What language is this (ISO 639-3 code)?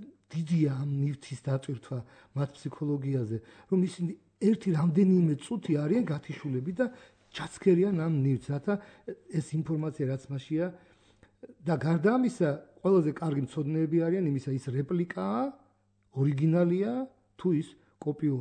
kat